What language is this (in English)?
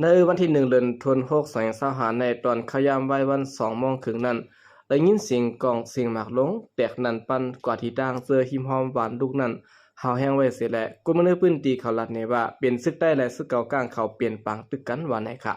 Shan